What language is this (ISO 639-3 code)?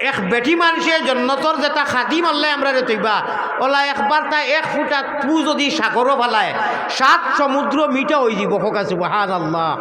syl